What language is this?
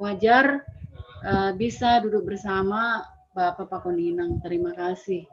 Batak Simalungun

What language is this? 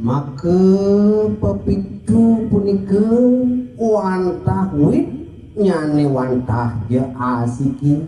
Balinese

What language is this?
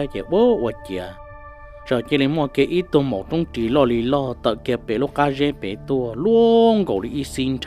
Hmong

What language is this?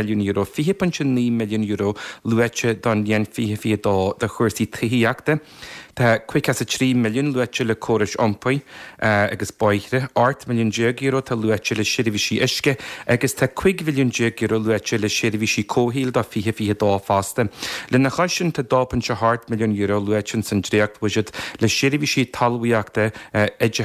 Irish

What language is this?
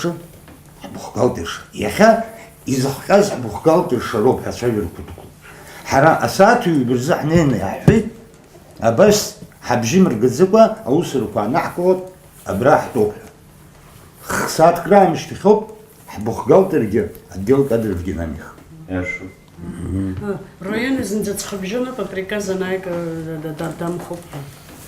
Abkhazian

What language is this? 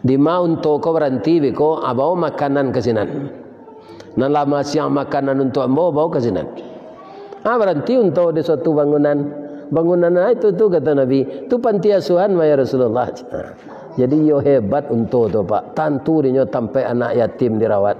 Minangkabau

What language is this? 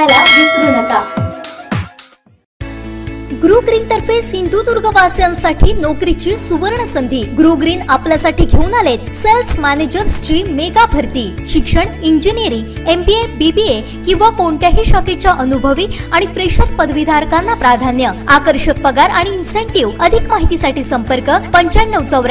Marathi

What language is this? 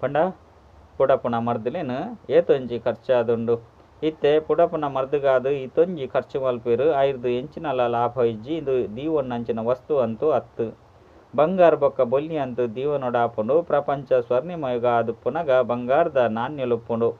Tulu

